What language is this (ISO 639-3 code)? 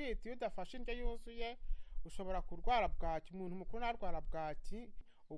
kin